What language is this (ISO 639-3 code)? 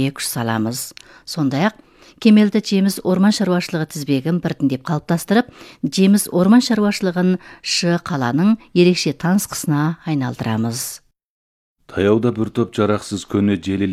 kaz